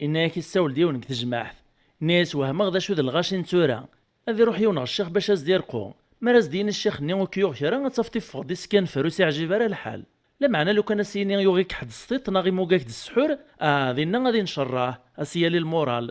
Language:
Kabyle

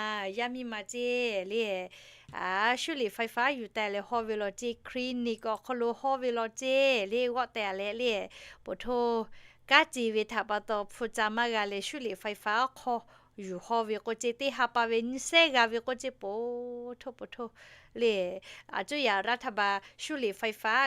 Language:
Lahu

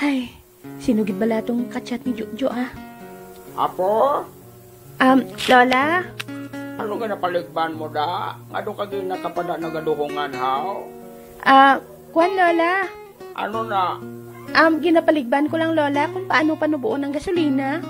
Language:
Hiligaynon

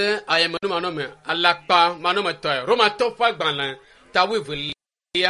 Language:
Ewe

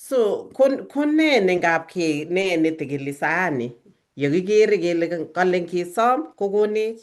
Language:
Kalenjin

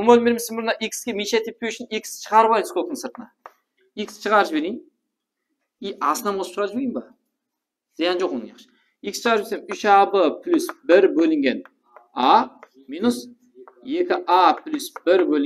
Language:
Kara-Kalpak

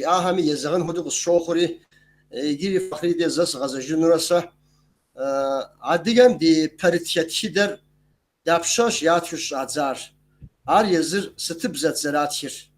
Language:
Kabardian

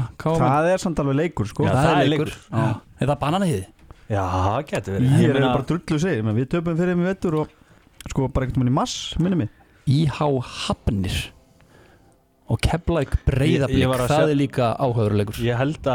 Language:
Icelandic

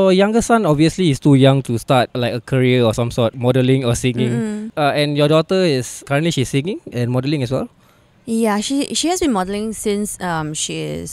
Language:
English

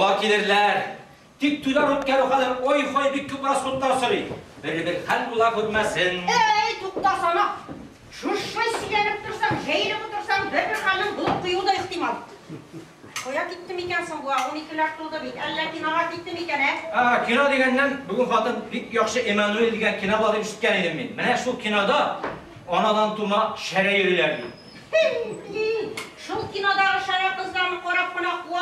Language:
Tatar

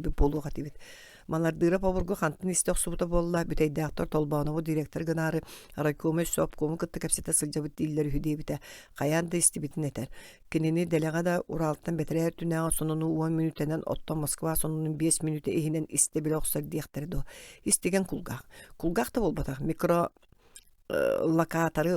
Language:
Yakut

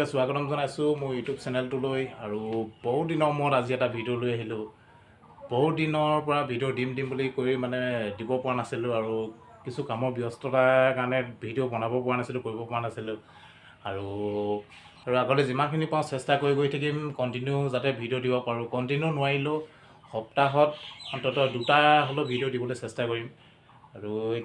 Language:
Assamese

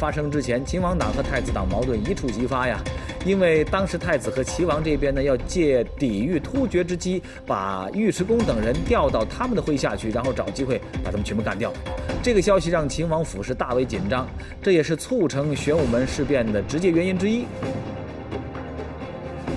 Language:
Chinese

